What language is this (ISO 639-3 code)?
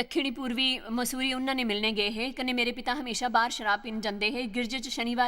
doi